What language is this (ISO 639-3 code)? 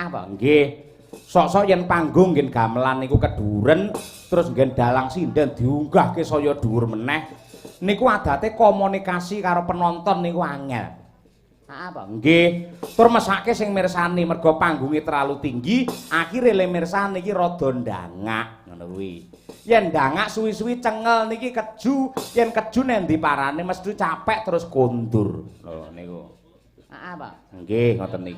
jav